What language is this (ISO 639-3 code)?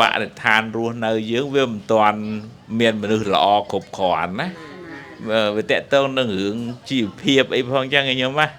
khm